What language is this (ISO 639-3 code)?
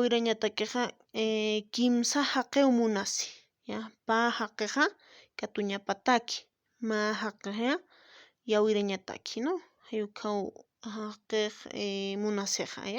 aym